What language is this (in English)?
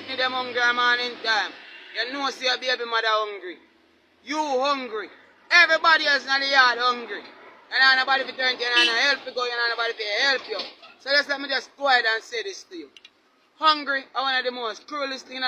Jamaican Creole English